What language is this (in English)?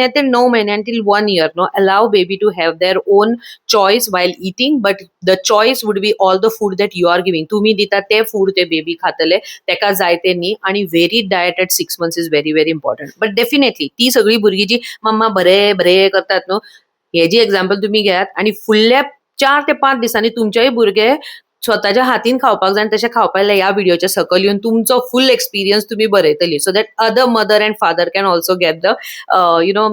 Konkani